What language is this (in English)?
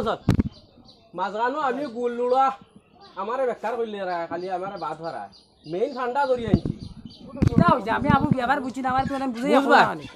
Sylheti